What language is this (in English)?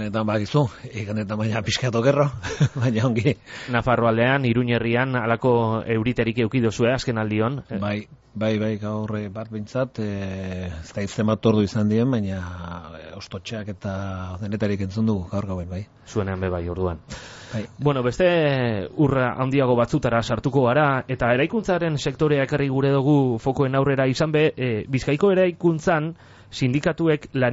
Basque